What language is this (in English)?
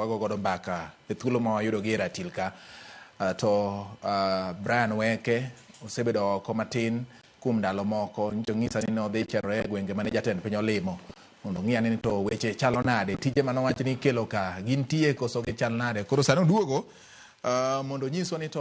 Luo (Kenya and Tanzania)